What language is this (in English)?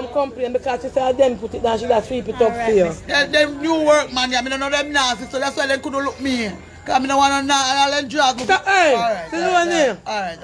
Jamaican Creole English